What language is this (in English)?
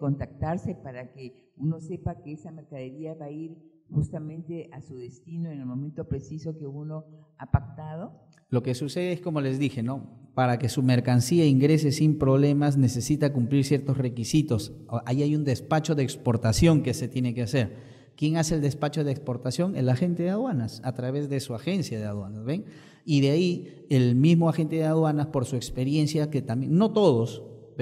Spanish